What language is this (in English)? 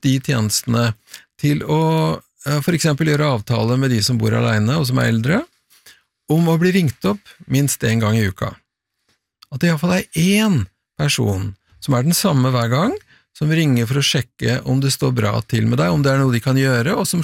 Norwegian